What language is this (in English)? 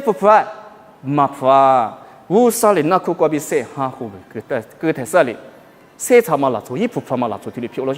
Lisu